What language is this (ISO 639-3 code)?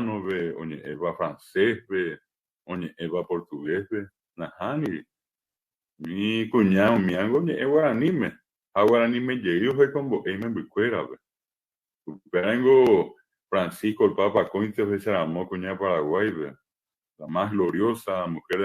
grn